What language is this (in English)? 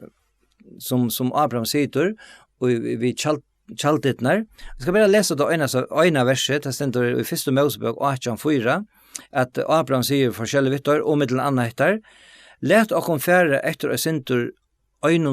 Faroese